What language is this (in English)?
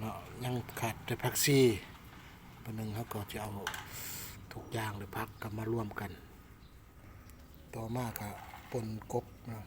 Lao